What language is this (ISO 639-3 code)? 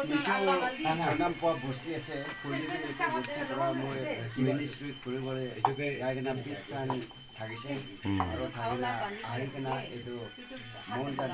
nag